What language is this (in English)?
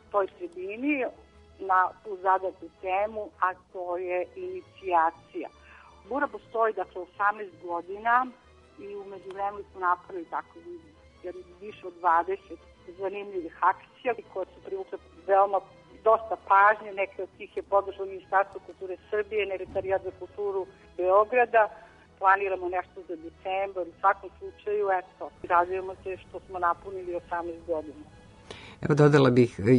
Serbian